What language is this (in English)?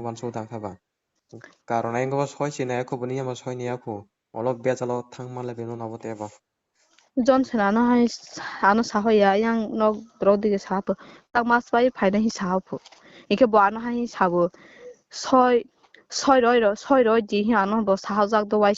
Kok Borok